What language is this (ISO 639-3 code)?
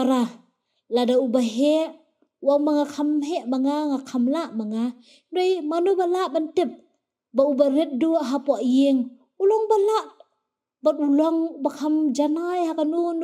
kha